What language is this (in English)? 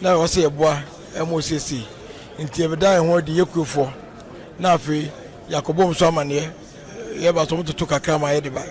Akan